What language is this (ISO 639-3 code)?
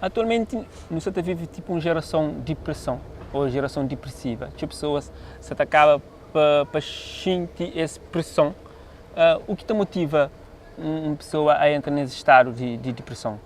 kea